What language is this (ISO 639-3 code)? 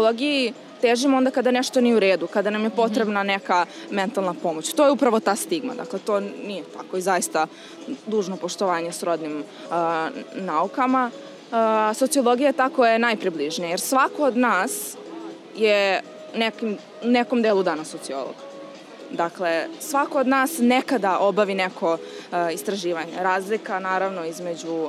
srp